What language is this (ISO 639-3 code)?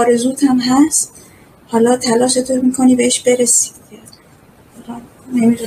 fas